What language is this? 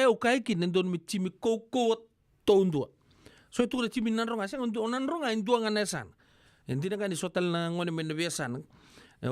Fijian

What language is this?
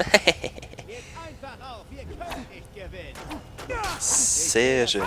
Swiss German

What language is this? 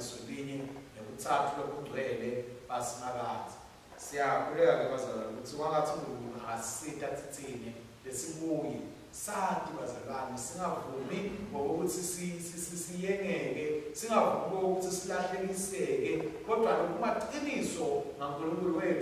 Swati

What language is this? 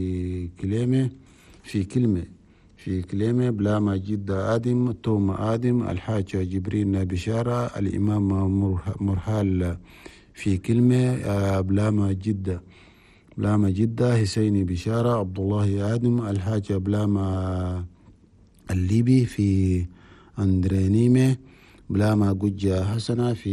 Chadian Arabic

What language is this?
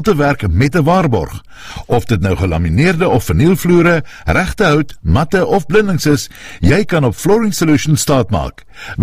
Afrikaans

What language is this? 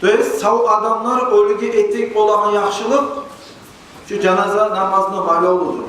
Kumyk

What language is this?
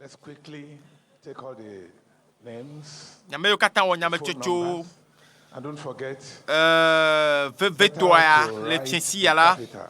Ewe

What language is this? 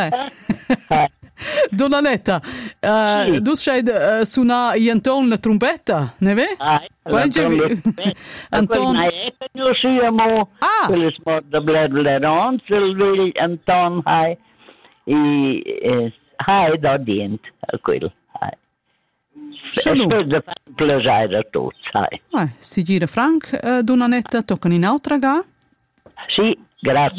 Romansh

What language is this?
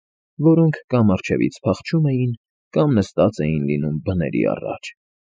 Armenian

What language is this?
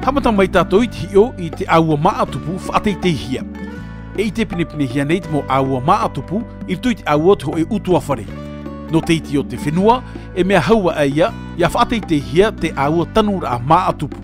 Tahitian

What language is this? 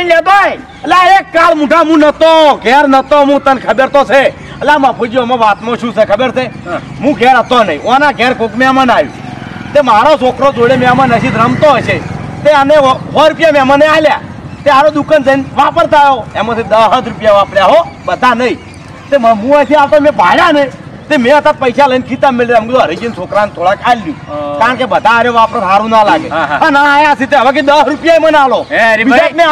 Gujarati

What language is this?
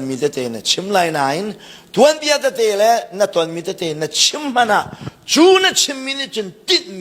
Hakha Chin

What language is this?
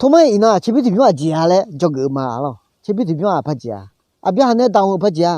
Akha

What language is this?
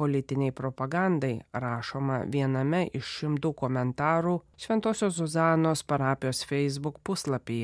Lithuanian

